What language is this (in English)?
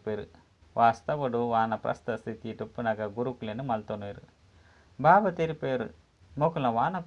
Tulu